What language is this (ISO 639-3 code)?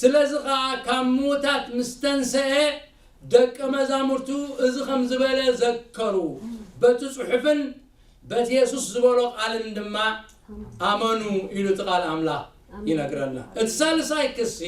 tir